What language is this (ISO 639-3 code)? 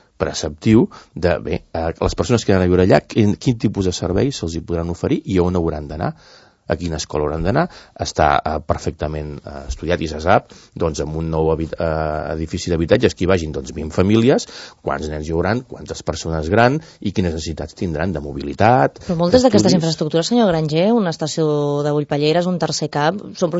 cat